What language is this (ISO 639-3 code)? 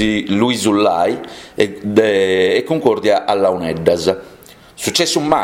srd